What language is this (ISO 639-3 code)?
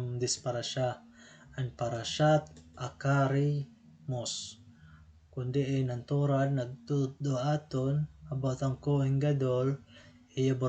war